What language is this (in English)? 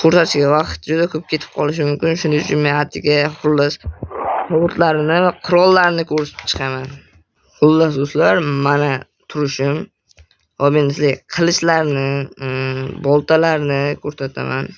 Uzbek